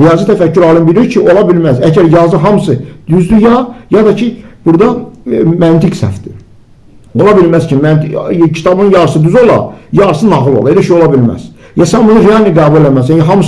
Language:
Azerbaijani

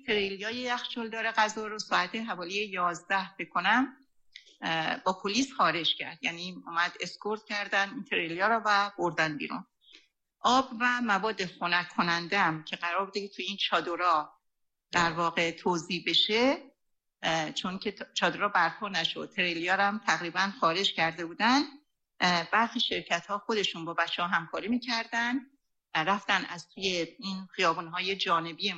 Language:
Persian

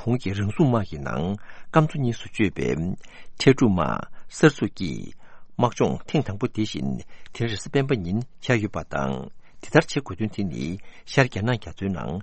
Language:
Tibetan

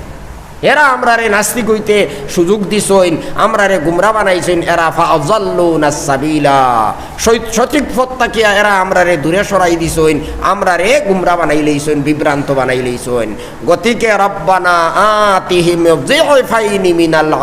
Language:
Sylheti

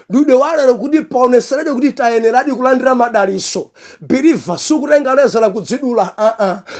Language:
Nyanja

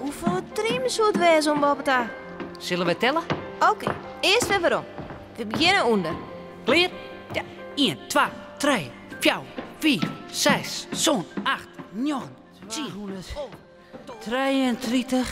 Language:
Western Frisian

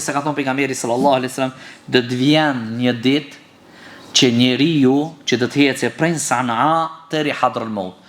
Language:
Albanian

